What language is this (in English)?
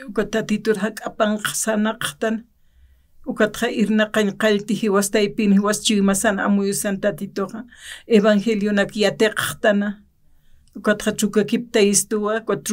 Aymara